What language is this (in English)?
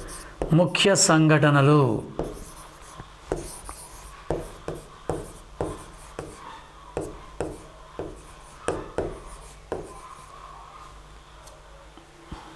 Telugu